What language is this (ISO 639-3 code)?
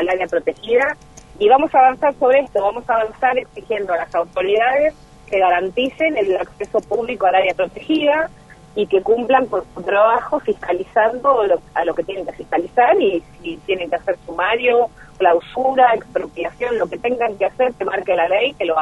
spa